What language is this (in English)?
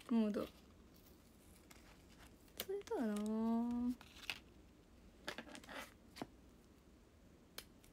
Japanese